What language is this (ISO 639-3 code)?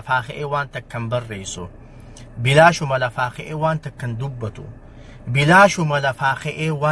orm